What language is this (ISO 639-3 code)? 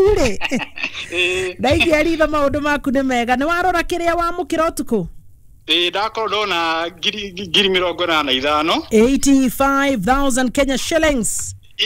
kik